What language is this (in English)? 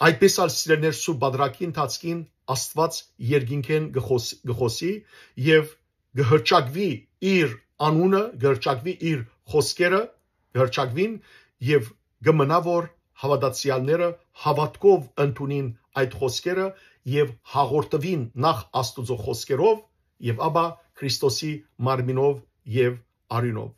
Western Armenian